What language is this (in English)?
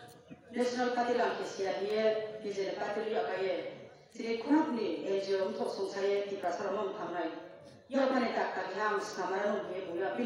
Kok Borok